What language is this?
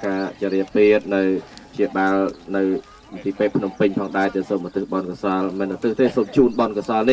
Khmer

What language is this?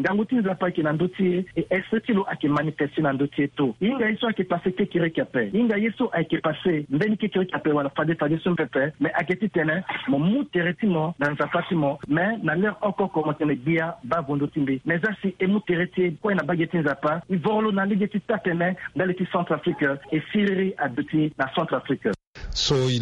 Sango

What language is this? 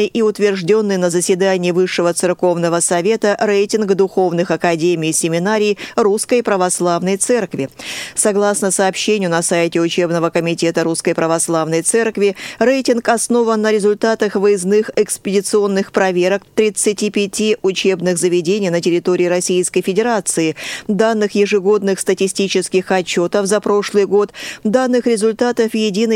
Russian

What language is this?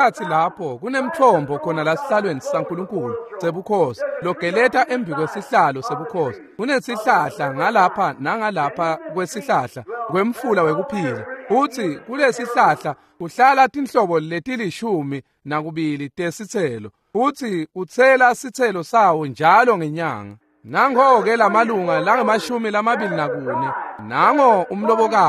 Swati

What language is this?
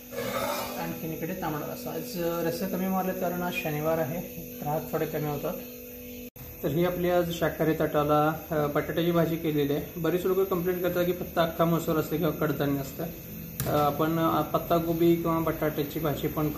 Marathi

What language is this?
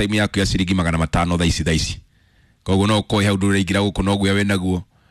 Kikuyu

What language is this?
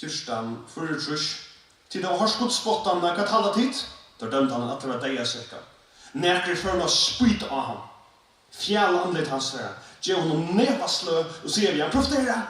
Faroese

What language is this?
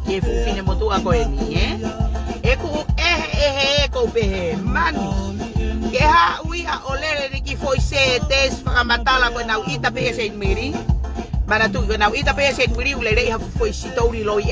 Tongan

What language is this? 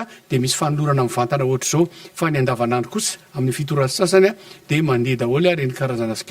Malagasy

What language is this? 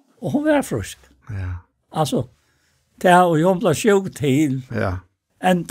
Faroese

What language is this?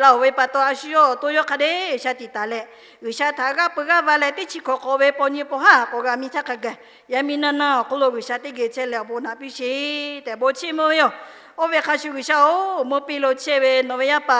Lahu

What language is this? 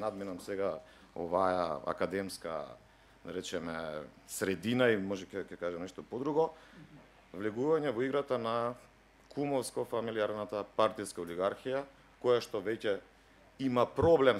Macedonian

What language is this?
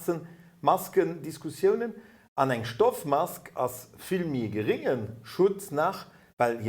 Luxembourgish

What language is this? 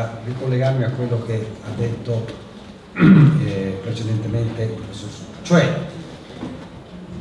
Italian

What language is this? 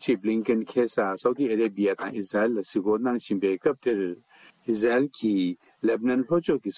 Tibetan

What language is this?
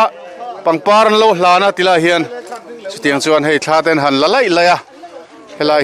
Mizo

